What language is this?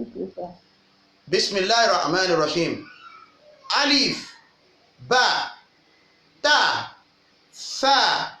Yoruba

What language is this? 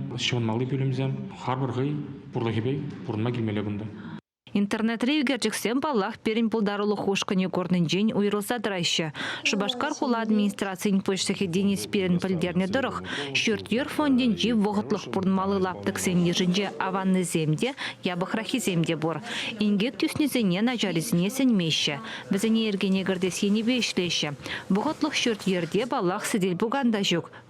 Chuvash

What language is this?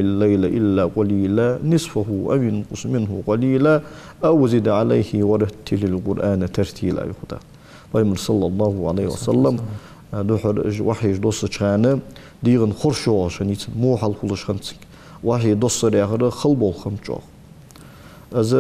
Ingush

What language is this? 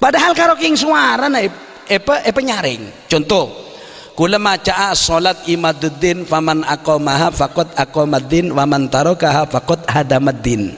Madurese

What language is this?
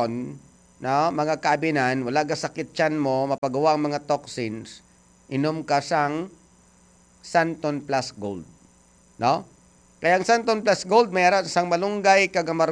Hiligaynon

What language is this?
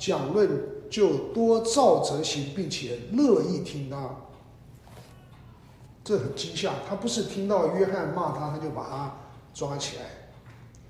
Chinese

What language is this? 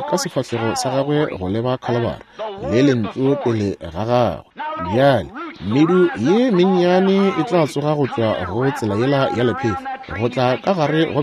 Northern Sotho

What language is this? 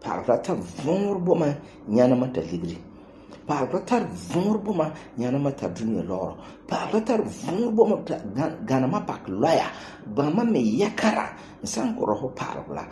Frafra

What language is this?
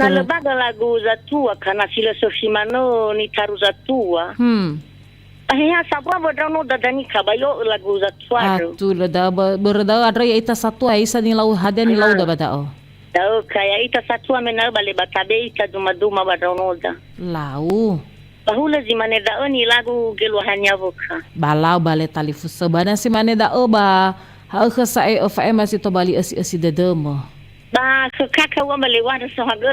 Nias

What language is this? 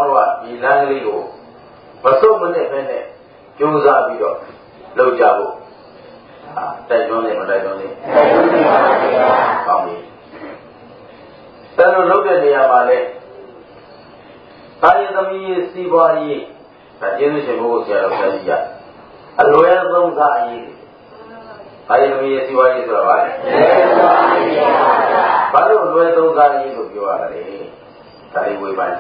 Burmese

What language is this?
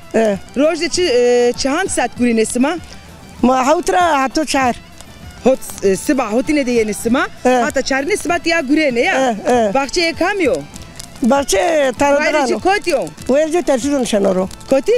Zaza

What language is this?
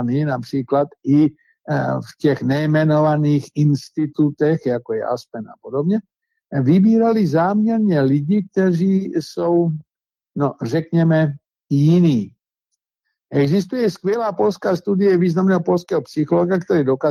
Czech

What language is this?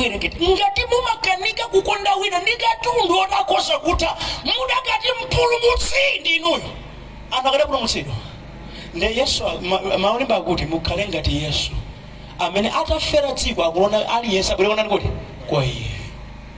Nyanja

